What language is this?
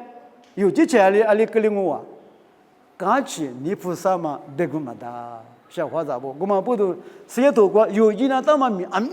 Lisu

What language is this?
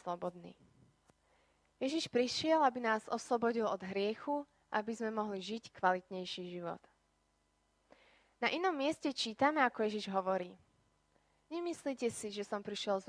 Slovak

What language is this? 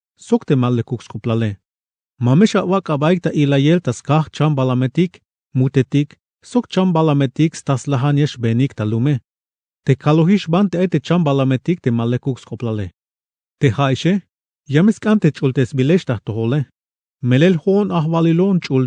Tzeltal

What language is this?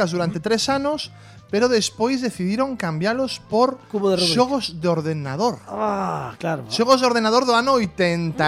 Galician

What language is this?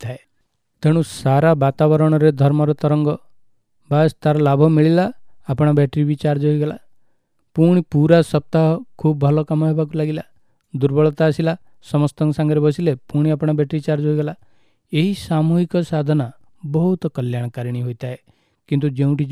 Odia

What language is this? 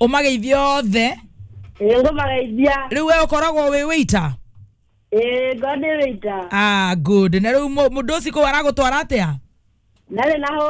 Kikuyu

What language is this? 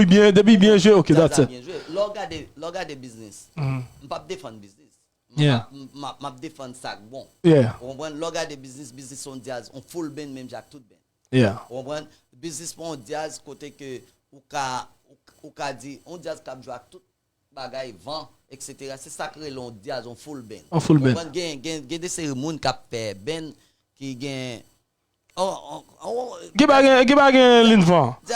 Haitian Creole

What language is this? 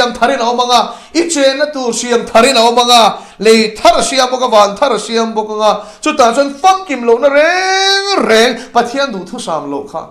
Mizo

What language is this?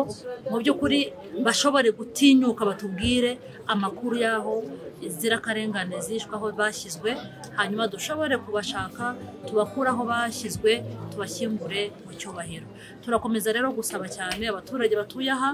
Kinyarwanda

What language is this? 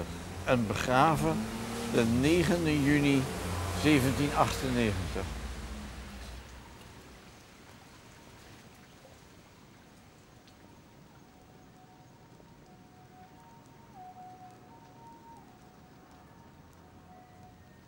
Dutch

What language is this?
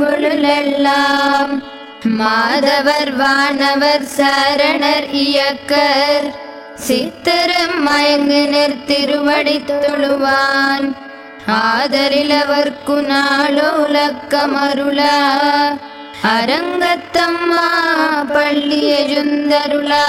Tamil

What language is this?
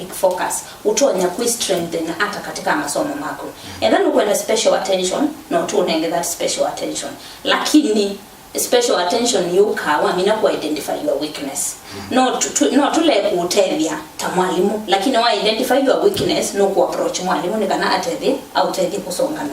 Kamba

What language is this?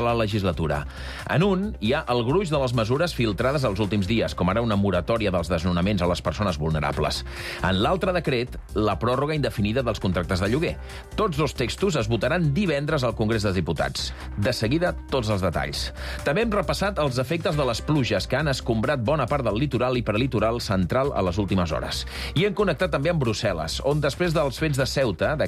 Catalan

